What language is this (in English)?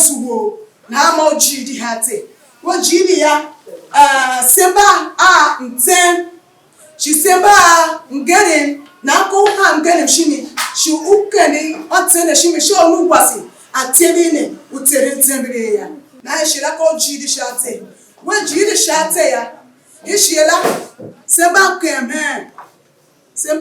Tiv